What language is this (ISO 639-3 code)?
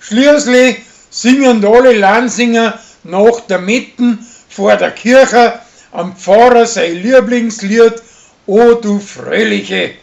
bar